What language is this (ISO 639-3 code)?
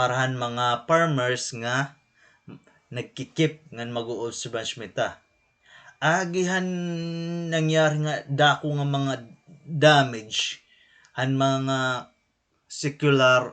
war